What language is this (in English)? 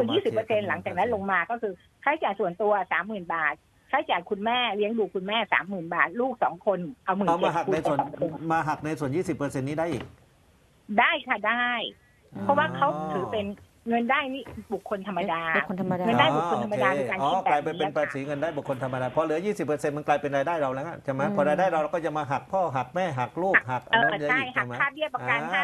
Thai